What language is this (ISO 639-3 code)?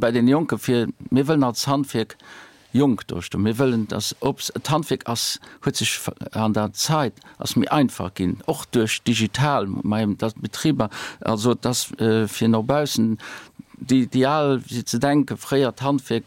ltz